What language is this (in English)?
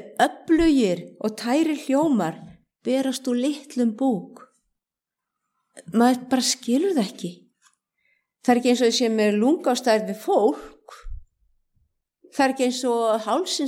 Icelandic